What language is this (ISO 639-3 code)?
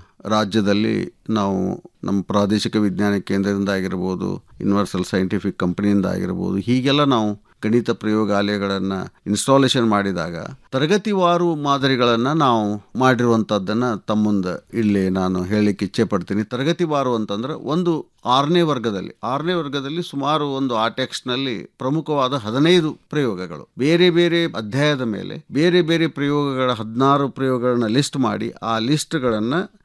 kan